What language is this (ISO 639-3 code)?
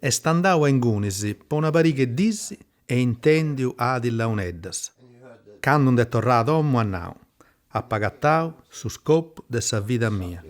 srd